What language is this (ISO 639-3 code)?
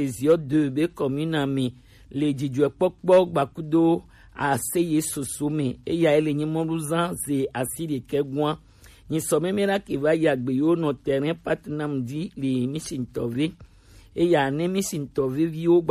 gej